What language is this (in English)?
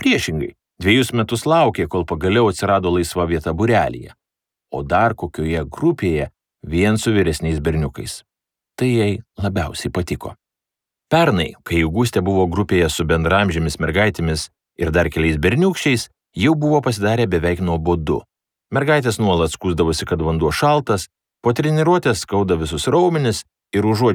Lithuanian